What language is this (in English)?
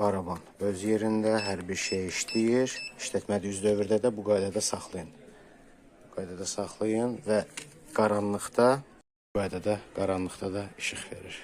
Azerbaijani